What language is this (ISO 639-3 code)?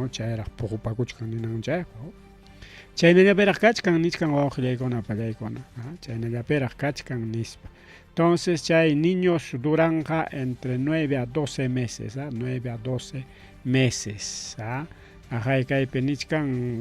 quy